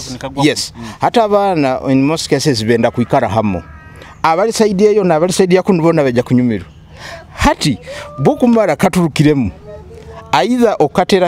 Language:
Nyoro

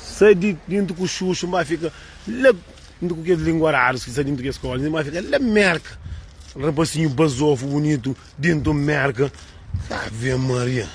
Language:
Kabuverdianu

